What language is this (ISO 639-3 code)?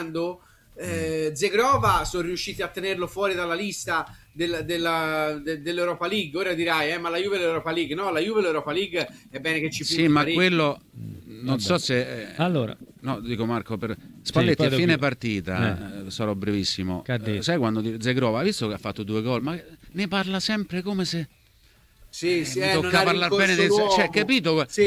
ita